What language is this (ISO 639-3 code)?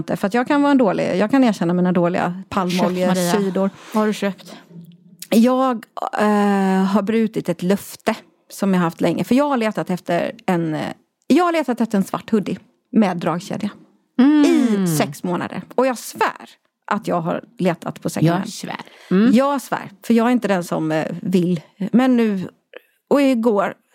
swe